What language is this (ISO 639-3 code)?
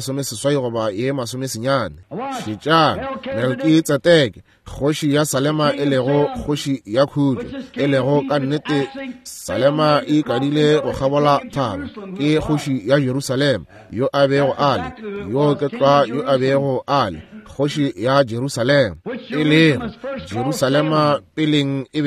nso